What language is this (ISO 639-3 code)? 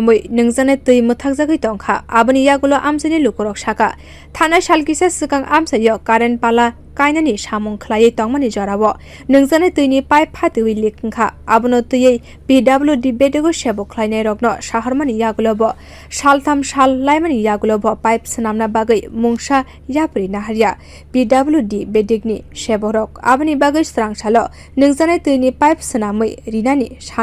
trp